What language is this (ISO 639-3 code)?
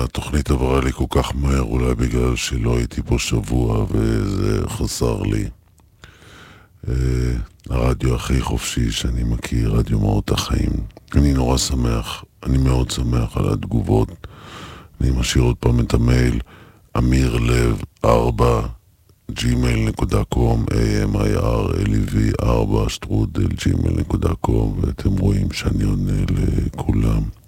heb